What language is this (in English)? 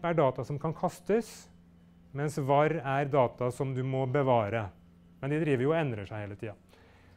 Norwegian